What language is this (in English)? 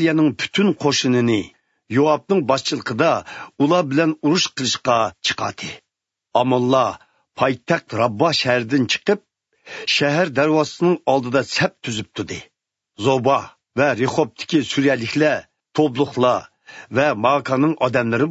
Uyghur